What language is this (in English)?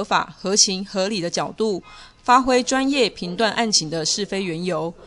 Chinese